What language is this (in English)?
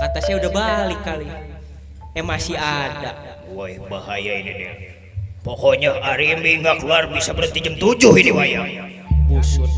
Betawi